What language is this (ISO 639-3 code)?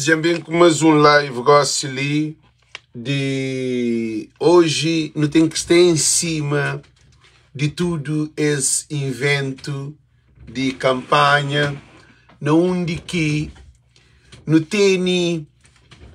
kea